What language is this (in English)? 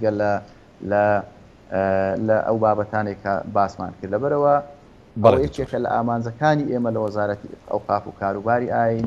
Central Kurdish